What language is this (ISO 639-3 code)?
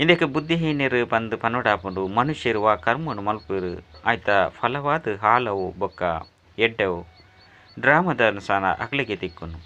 tcy